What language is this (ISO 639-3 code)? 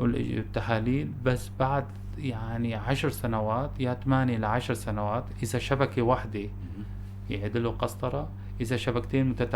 apc